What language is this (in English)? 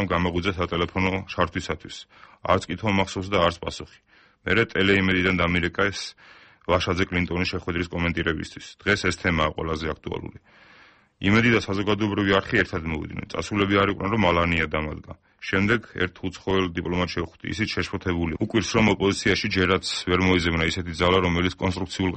Georgian